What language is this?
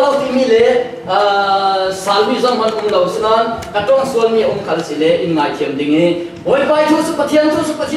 Falam Chin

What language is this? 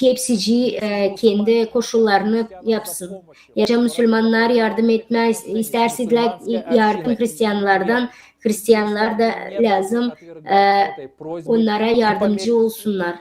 Gagauz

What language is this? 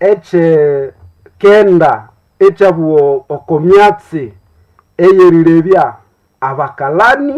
Nande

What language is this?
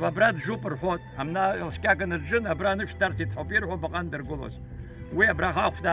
Abkhazian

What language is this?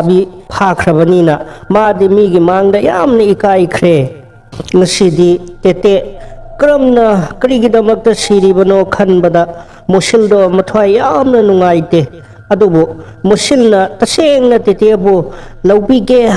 Manipuri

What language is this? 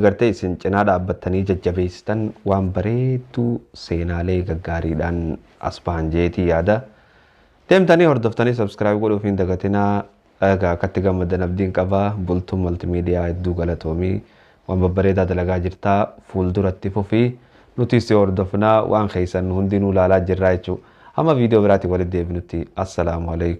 Oromo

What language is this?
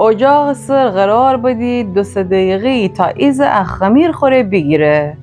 Gilaki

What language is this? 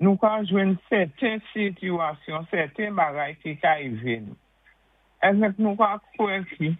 Saint Lucian Creole French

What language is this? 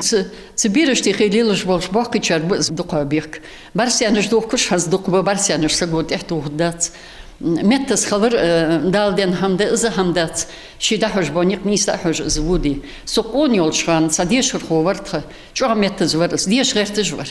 Ingush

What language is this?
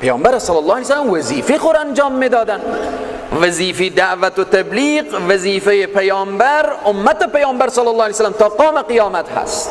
Persian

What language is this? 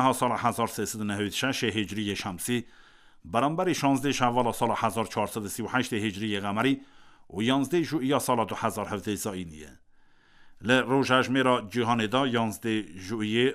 Kurdish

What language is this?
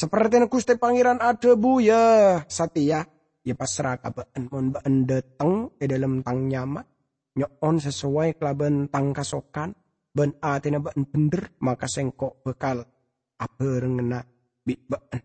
Madurese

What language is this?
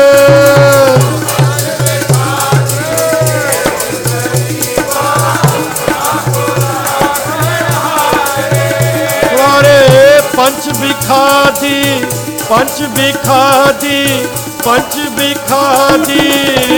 Punjabi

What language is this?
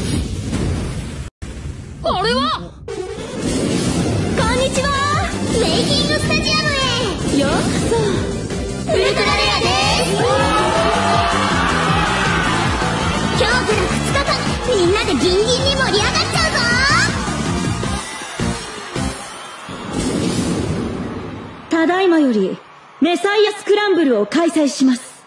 Japanese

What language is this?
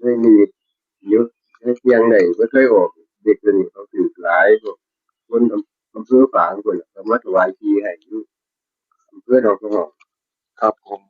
Northeastern Thai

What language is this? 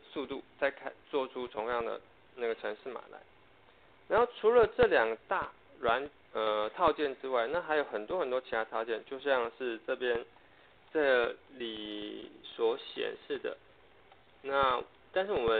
Chinese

